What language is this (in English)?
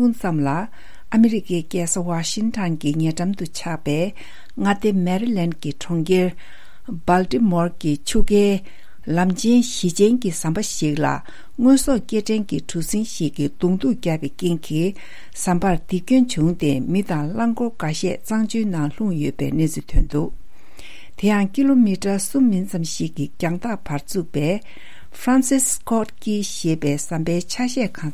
Tibetan